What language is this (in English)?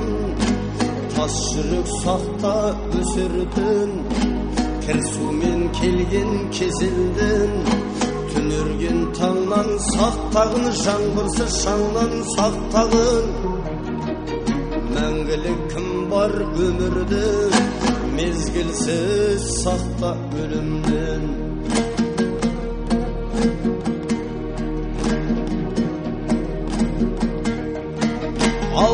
Kazakh